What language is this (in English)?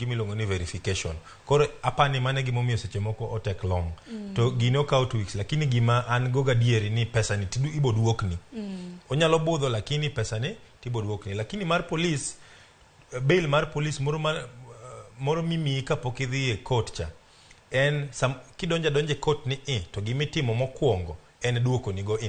Luo (Kenya and Tanzania)